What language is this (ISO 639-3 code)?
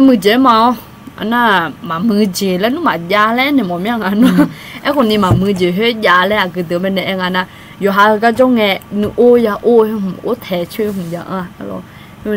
ahk